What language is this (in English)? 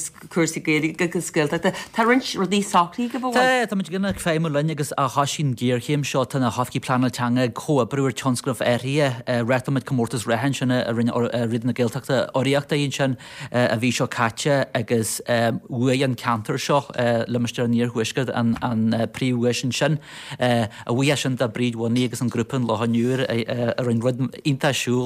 Irish